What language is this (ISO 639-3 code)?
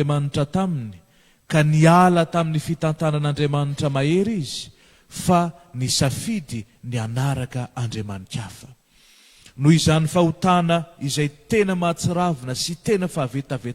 mlg